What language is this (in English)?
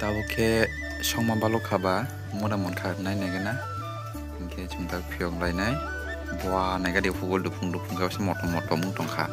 Kok Borok